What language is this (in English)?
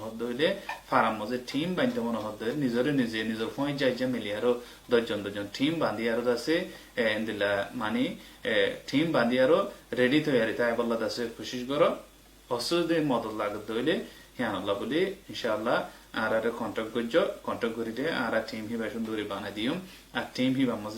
Rohingya